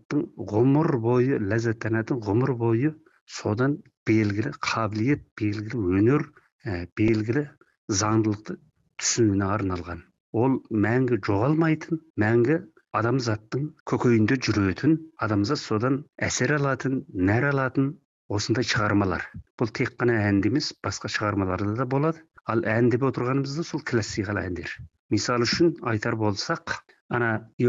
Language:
Kazakh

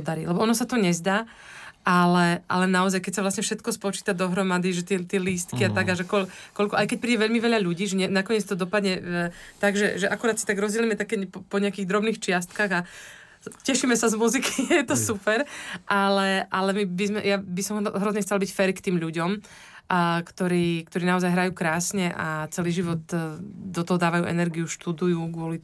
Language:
Slovak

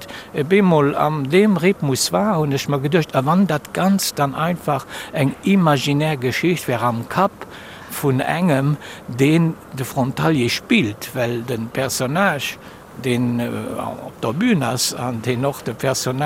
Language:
Luxembourgish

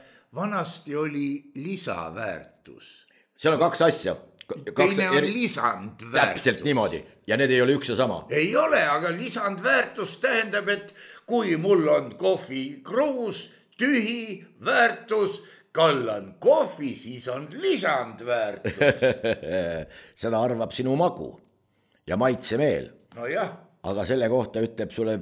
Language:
Estonian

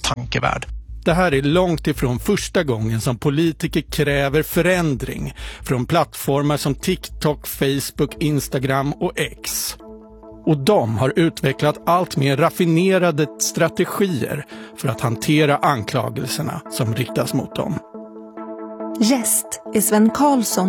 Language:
Swedish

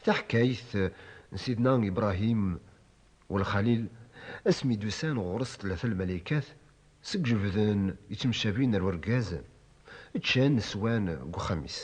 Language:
Kabyle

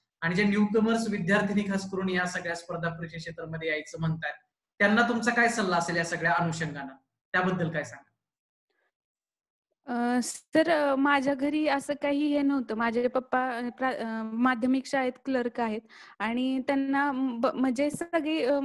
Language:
Marathi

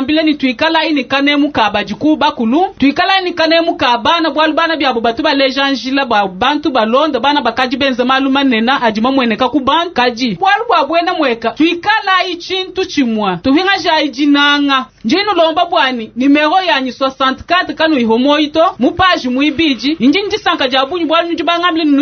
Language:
Luba-Lulua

